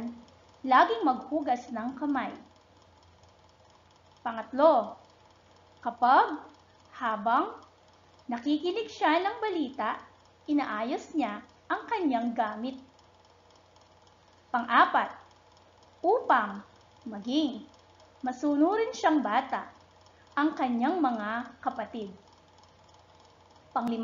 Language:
Filipino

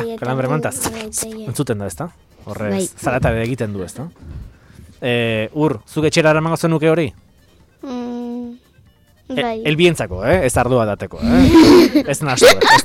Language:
Basque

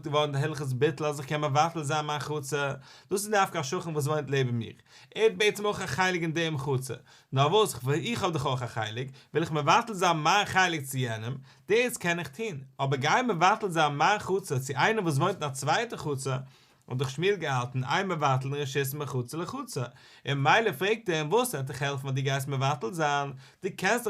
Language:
Yiddish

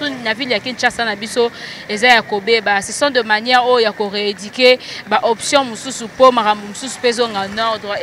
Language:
Lingala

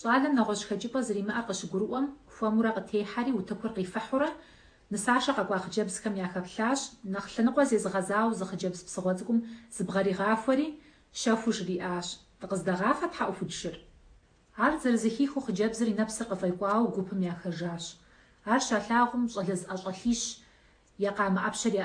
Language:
Kabardian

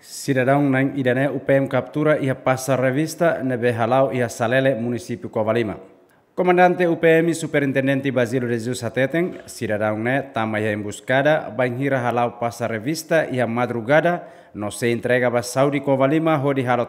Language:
Tetum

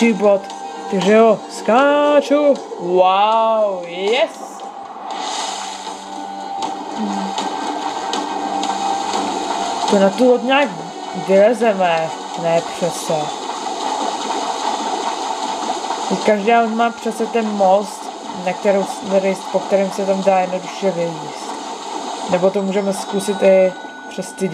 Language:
Czech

